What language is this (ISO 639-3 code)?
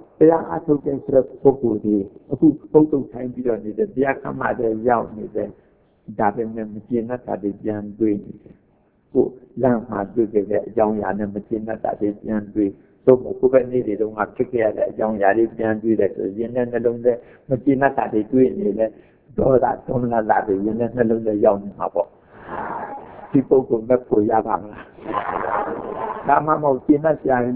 mya